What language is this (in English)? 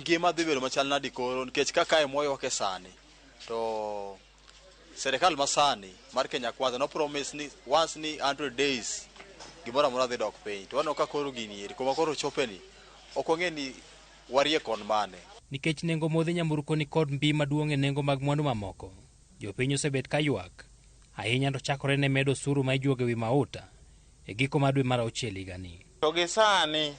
Luo (Kenya and Tanzania)